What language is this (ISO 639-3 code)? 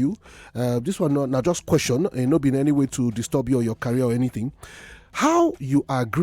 pcm